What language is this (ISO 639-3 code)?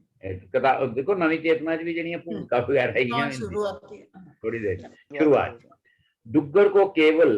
doi